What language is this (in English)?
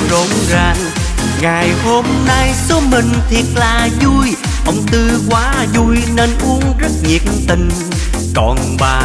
Vietnamese